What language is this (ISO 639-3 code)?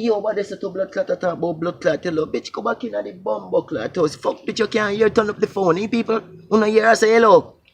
jam